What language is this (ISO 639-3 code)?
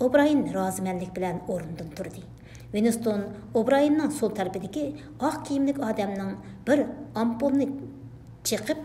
uig